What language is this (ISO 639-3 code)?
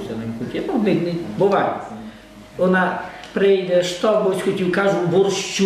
rue